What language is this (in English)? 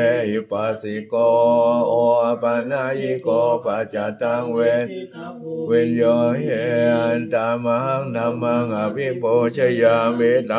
Pali